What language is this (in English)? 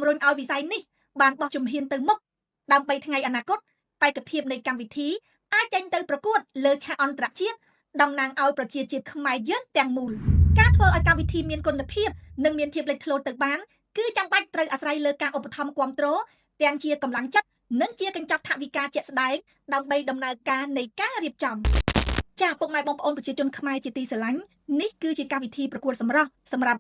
Khmer